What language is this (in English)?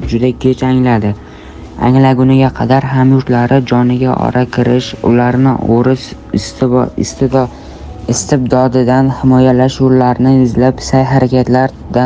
Uzbek